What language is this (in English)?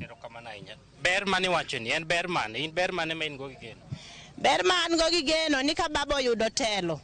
Luo (Kenya and Tanzania)